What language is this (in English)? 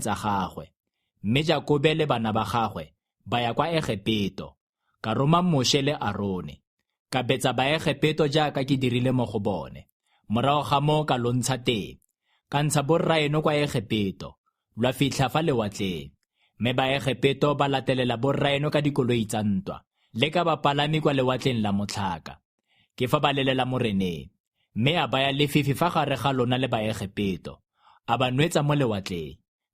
Tswana